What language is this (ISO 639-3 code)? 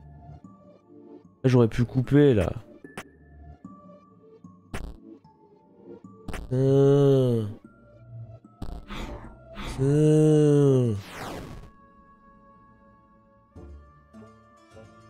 fra